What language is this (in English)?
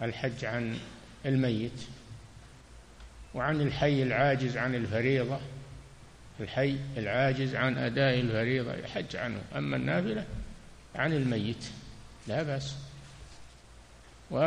Arabic